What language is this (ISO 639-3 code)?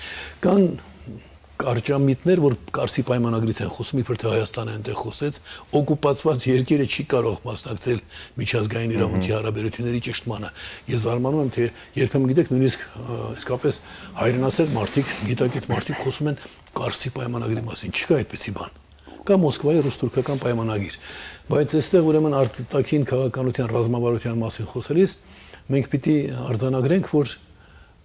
hye